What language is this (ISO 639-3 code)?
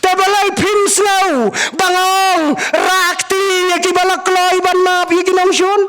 kha